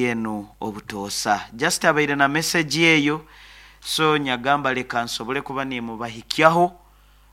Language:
Nyoro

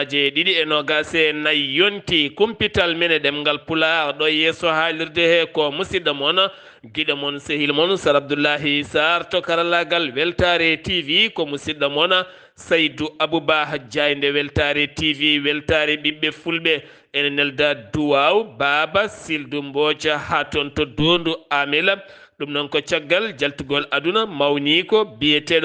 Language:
Fula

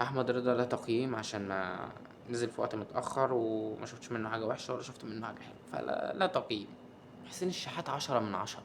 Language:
Egyptian Arabic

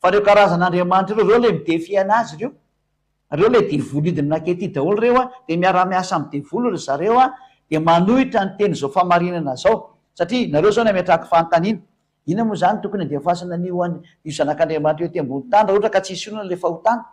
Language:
Malagasy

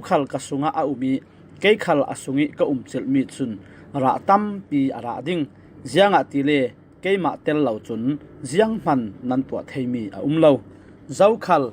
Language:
Falam Chin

